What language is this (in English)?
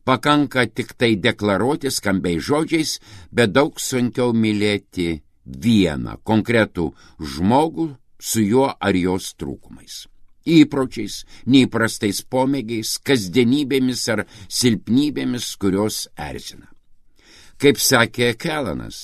Lithuanian